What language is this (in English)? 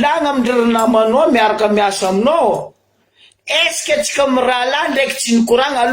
Malagasy